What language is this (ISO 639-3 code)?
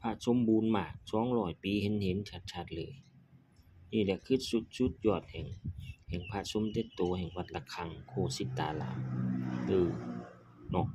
lao